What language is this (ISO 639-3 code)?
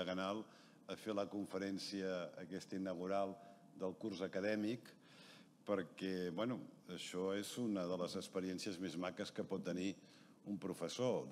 cat